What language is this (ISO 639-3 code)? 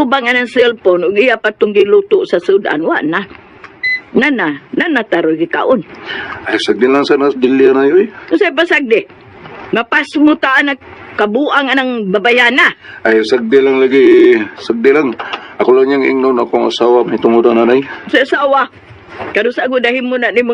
ceb